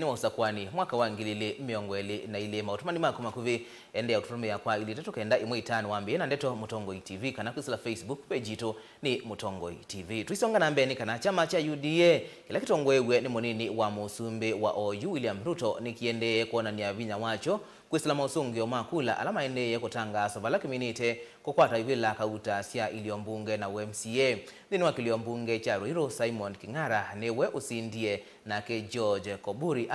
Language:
Kamba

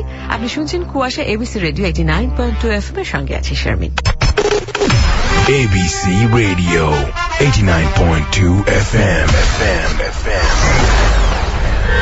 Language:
Bangla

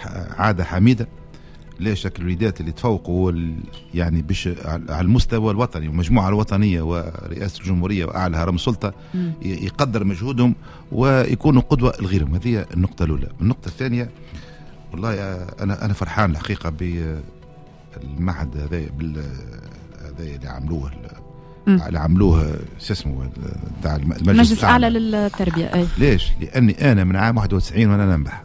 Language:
Tunisian Arabic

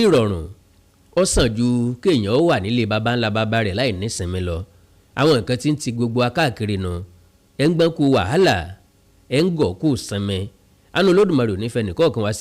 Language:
Yoruba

